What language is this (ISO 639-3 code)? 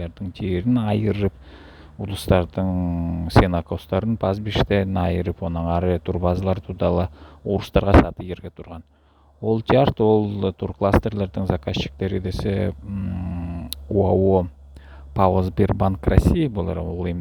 alt